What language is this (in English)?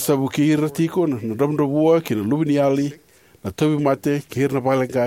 Fijian